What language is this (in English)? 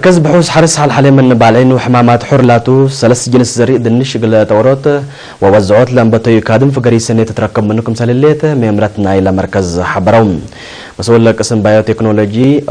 Tigre